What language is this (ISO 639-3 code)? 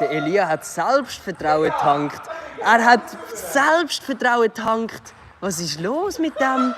gsw